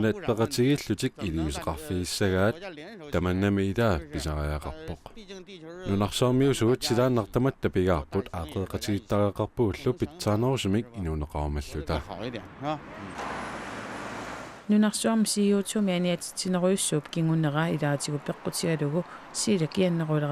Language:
Kalaallisut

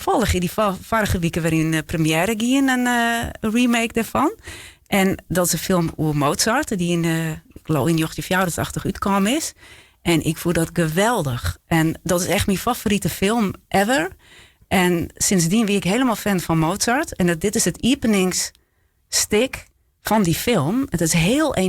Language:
Western Frisian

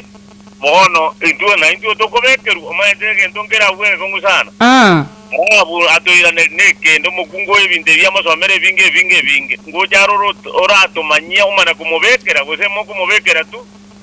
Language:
Gusii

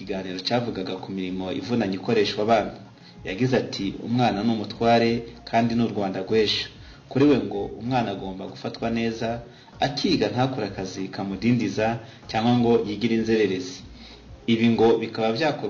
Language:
Kinyarwanda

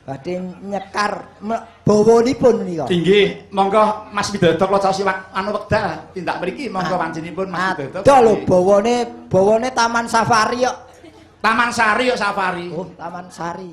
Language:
Javanese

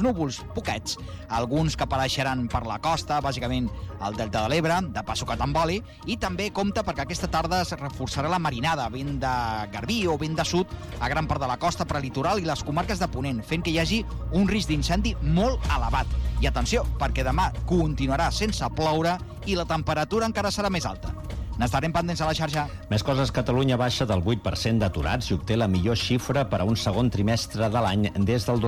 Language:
Catalan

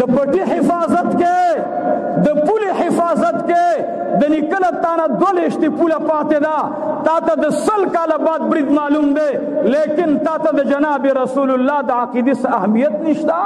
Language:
Pashto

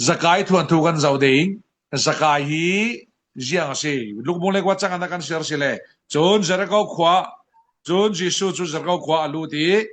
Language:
Falam Chin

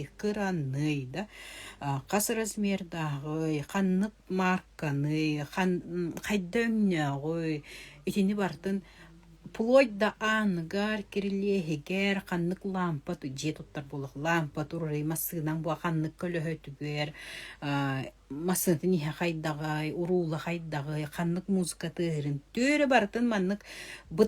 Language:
Yakut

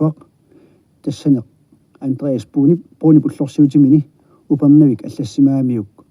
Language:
Kalaallisut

